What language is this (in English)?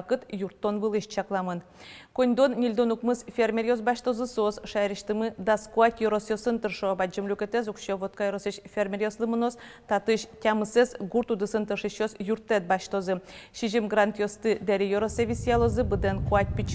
Udmurt